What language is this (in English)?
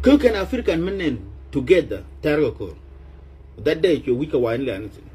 Nuer